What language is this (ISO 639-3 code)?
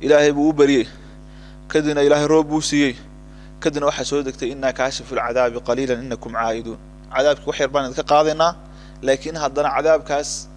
som